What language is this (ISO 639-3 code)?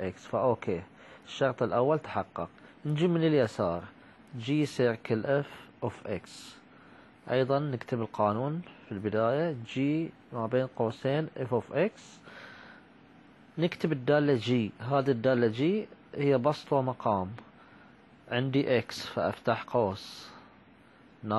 ara